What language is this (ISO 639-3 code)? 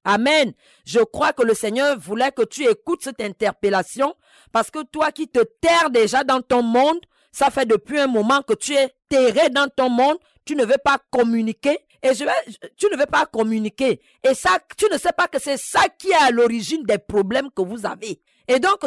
fra